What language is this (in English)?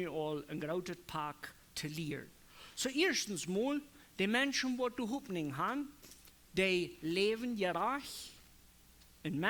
Plautdietsch